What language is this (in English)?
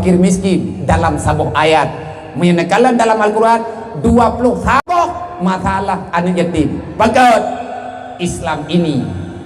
Achinese